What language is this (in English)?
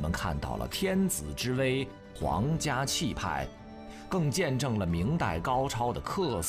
Chinese